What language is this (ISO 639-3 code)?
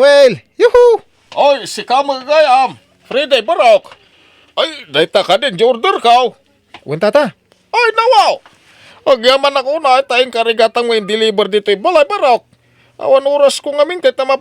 ilo